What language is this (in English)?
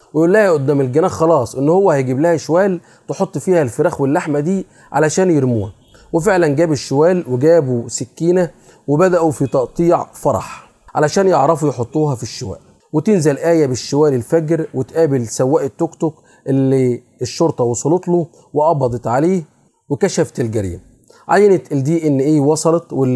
Egyptian Arabic